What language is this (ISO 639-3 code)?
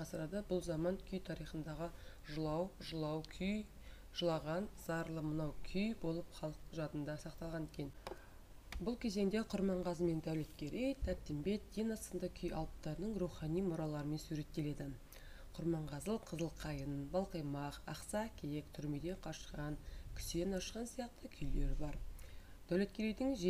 kaz